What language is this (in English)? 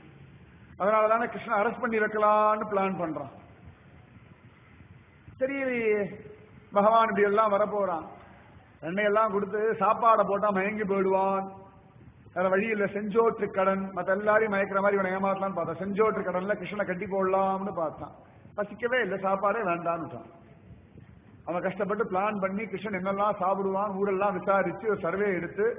Tamil